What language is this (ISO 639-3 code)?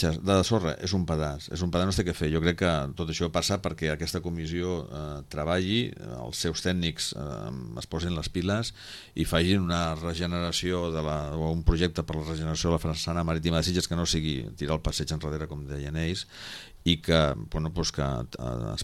cat